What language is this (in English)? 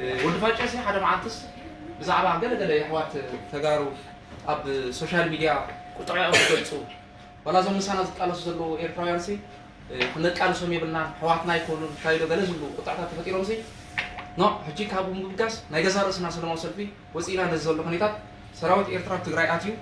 Tigrinya